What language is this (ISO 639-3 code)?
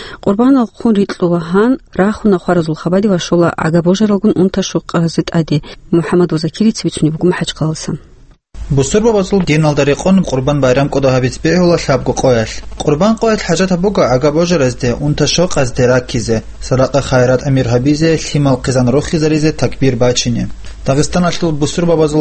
ava